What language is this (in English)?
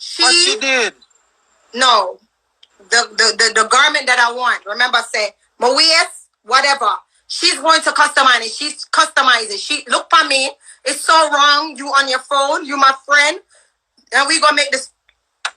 Jamaican Creole English